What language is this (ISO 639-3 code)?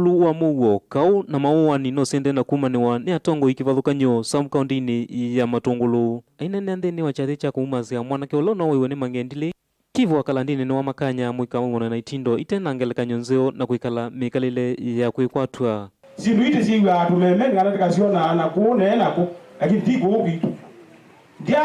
kam